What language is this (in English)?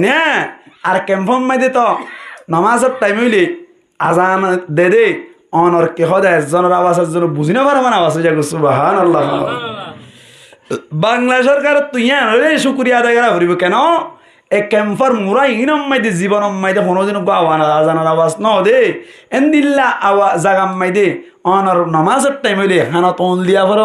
Rohingya